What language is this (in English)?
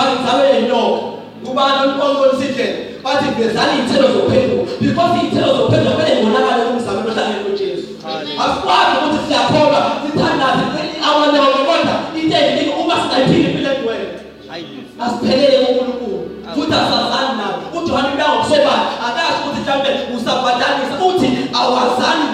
Zulu